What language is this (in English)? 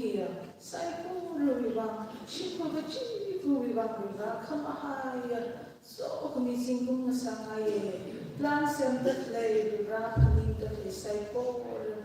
Tangkhul Naga (India)